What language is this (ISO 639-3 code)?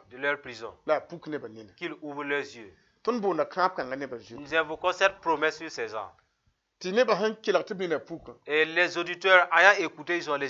mos